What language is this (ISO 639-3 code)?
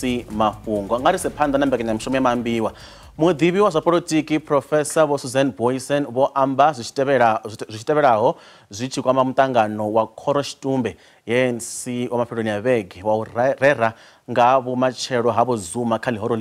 ven